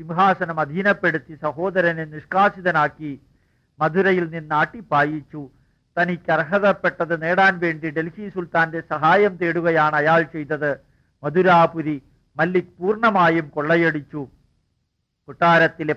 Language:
Malayalam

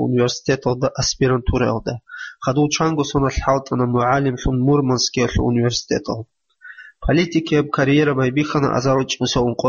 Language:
Avaric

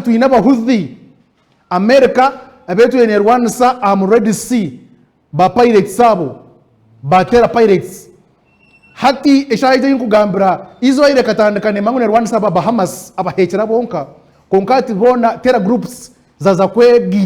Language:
Nyankole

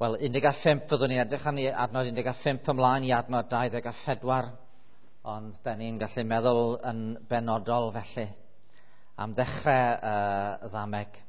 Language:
Welsh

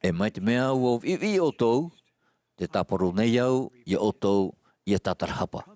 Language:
Tahitian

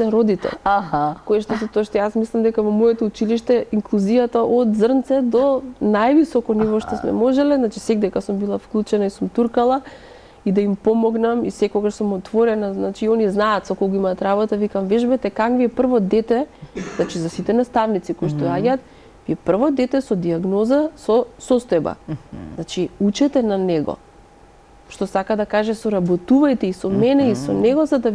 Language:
Macedonian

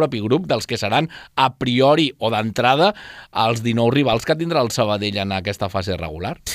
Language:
Catalan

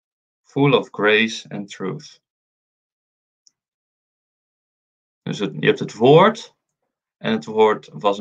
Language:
Dutch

